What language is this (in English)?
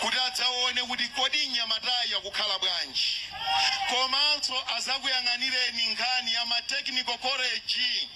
Nyanja